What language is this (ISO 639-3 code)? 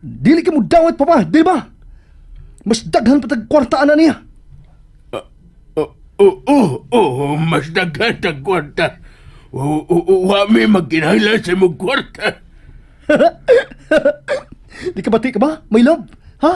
ceb